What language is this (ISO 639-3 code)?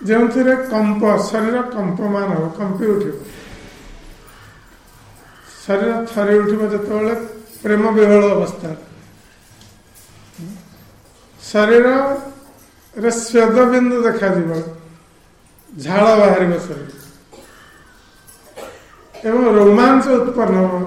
ori